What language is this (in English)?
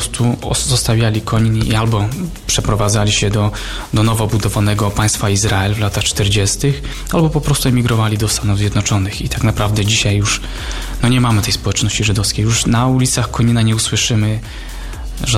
Polish